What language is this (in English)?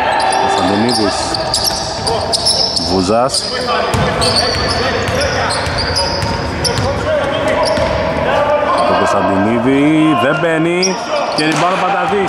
Greek